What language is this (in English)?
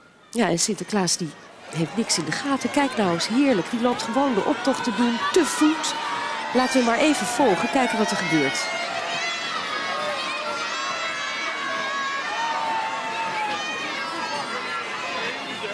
Dutch